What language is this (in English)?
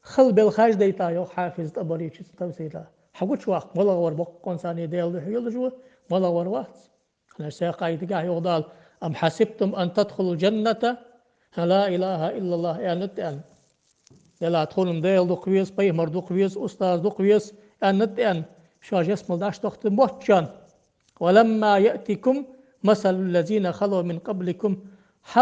Ingush